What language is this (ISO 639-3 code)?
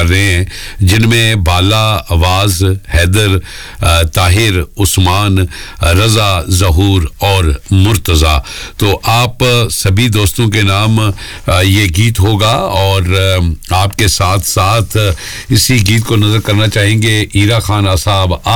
urd